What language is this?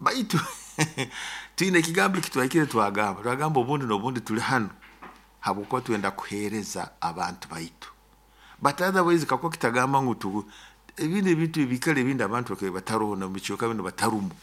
Nyoro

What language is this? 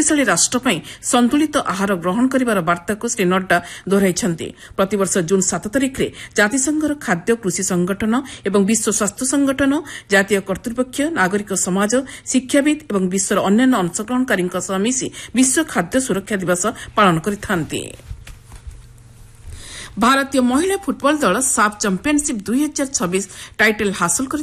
Odia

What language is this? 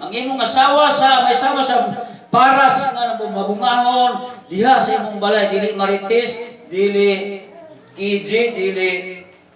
Cebuano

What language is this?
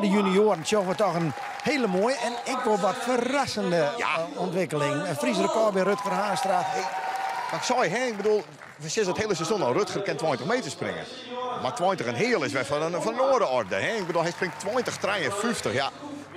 Western Frisian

